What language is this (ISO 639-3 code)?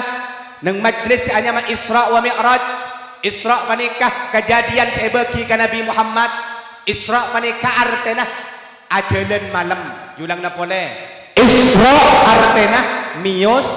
mad